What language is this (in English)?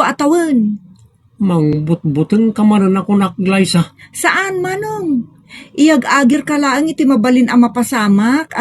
Iloko